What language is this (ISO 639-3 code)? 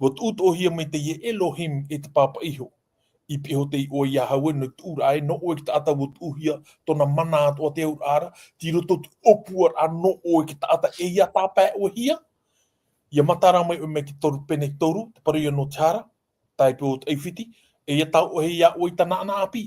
tah